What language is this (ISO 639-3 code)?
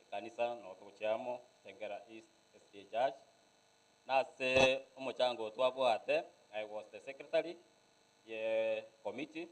guz